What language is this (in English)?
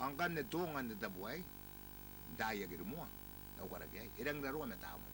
Gilbertese